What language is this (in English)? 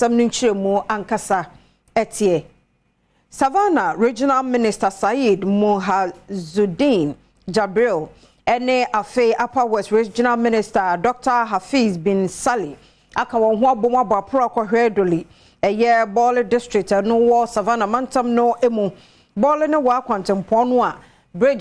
Akan